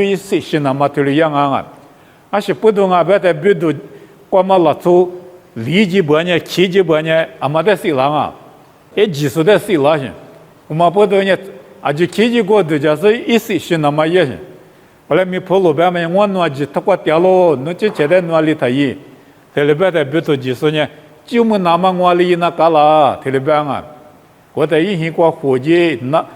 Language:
Lisu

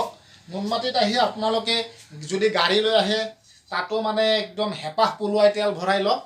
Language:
Assamese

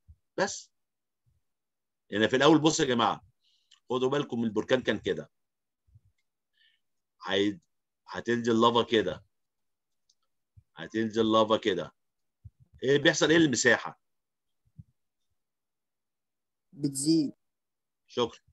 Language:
Egyptian Arabic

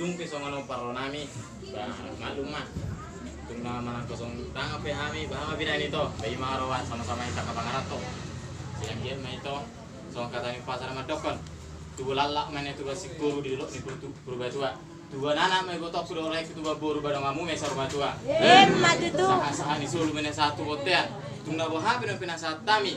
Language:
Batak Toba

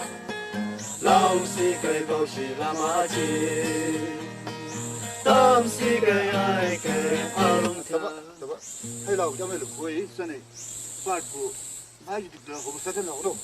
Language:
Chang Naga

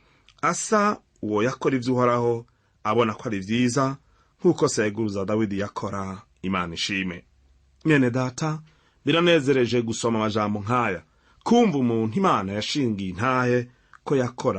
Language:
Rundi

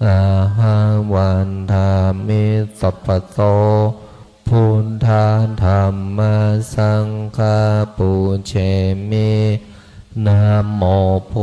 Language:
Pali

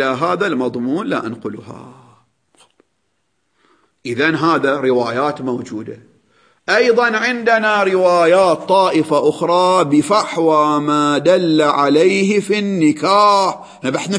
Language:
Arabic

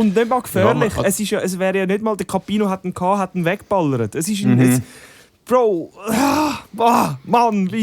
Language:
Swiss German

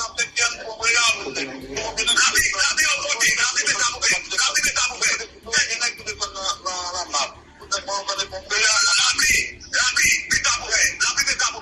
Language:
Haitian Creole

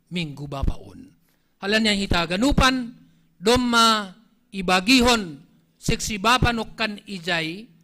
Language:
Batak Simalungun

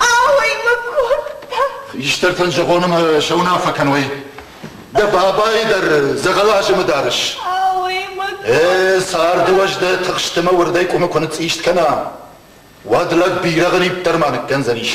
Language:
Ossetic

